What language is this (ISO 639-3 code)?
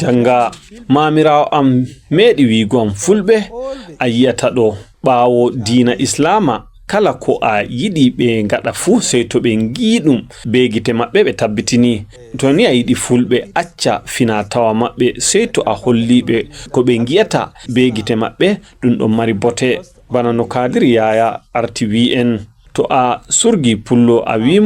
ful